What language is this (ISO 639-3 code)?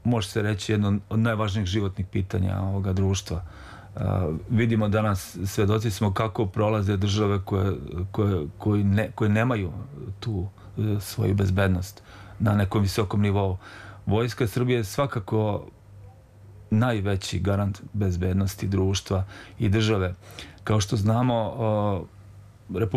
srp